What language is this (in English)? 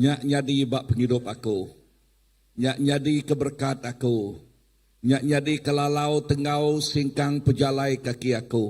Iban